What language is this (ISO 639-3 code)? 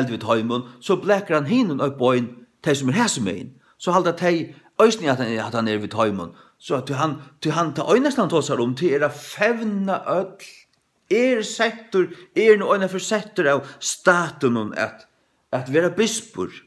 fao